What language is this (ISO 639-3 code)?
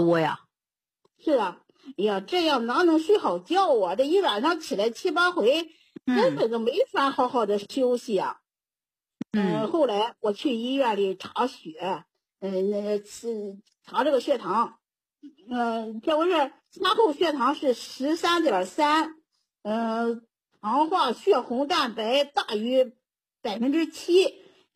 zho